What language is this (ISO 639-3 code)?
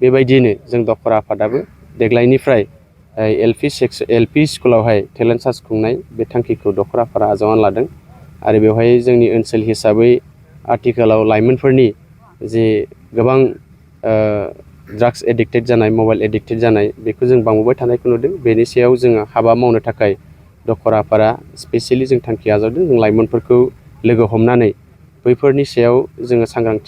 brx